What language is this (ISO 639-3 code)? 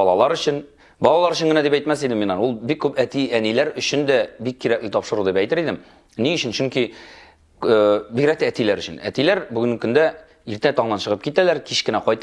tat